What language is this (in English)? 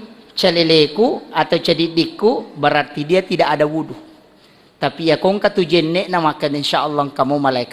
Buginese